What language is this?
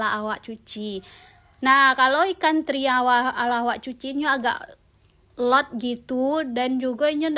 Minangkabau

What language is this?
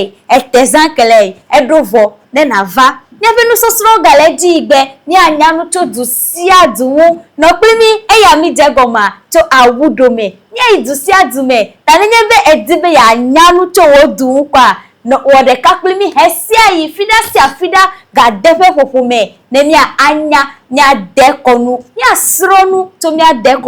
Ewe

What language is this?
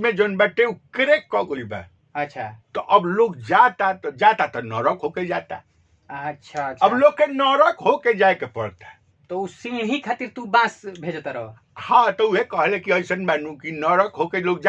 Bhojpuri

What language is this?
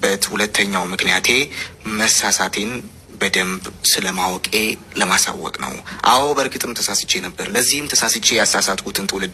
Amharic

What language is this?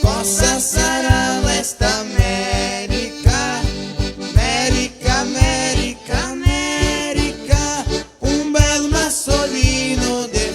Venetian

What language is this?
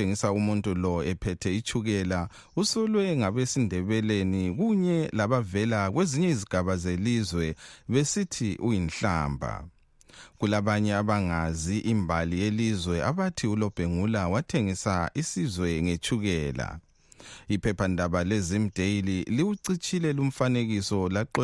North Ndebele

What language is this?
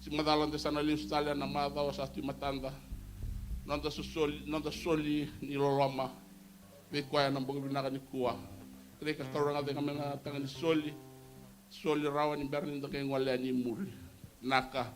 Fijian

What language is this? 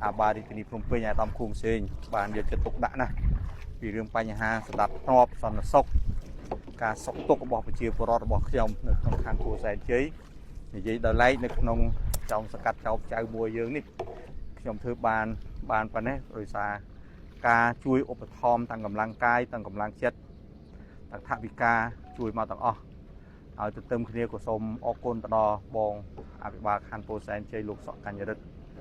Khmer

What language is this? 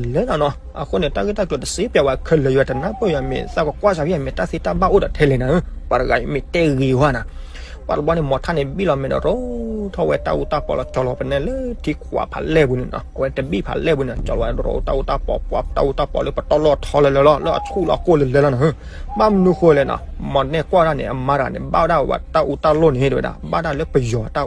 S'gaw Karen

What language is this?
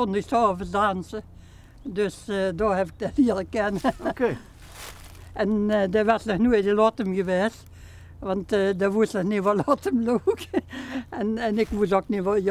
Limburgish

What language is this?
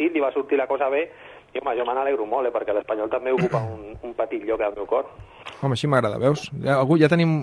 Catalan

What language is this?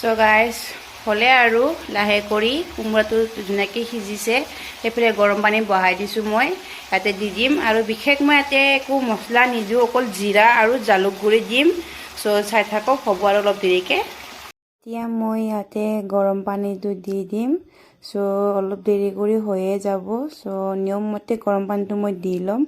Assamese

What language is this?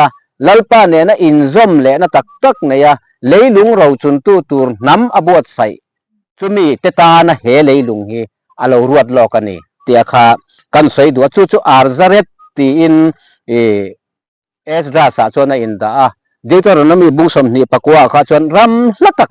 Mizo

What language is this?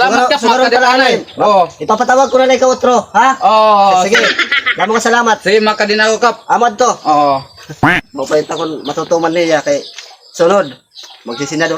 Waray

